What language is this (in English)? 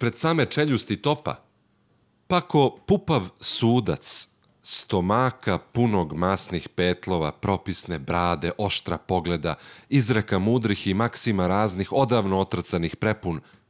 Serbian